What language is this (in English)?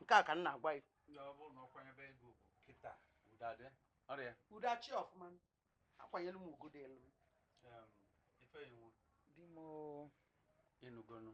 Igbo